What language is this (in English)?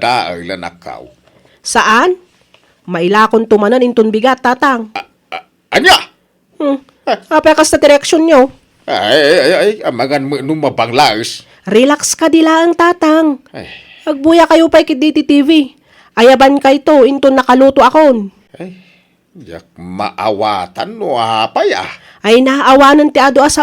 Iloko